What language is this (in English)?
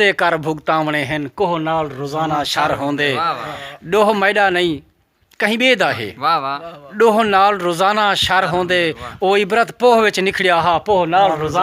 Saraiki